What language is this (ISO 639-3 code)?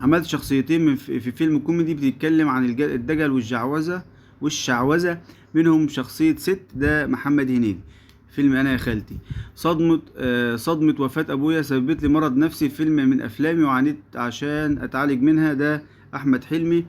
arz